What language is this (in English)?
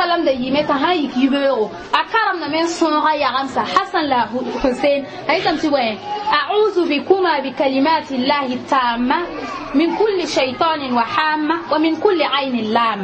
Mossi